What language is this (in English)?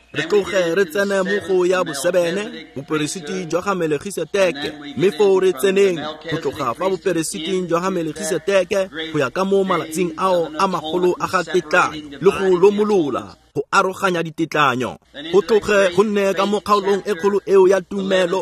Tswana